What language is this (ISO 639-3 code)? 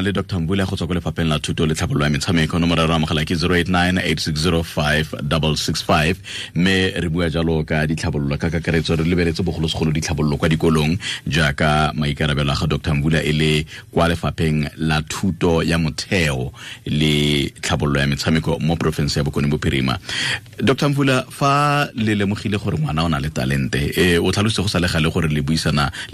tsn